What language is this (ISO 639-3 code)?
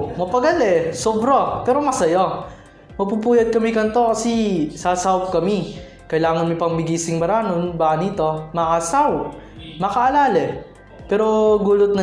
pam